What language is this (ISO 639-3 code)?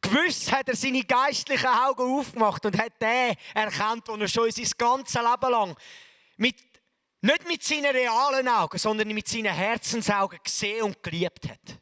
gsw